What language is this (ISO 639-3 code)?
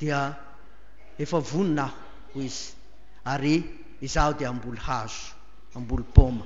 mlg